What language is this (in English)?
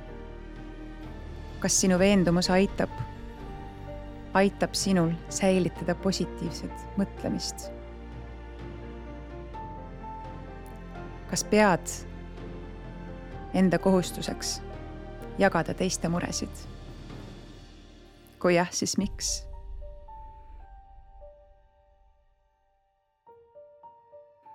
Estonian